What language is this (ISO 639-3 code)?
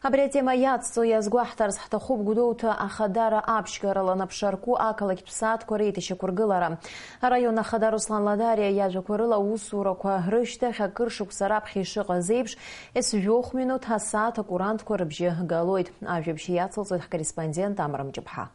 abk